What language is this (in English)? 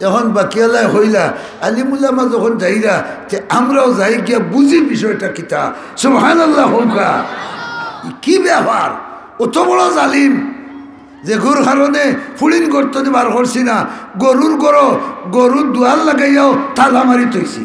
Sylheti